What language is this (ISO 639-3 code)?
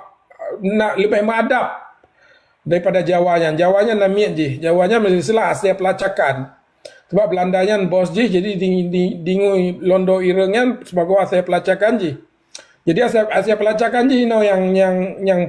ace